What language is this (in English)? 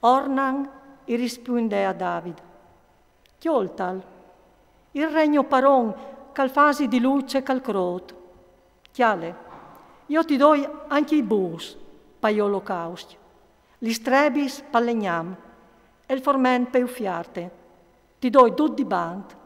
Friulian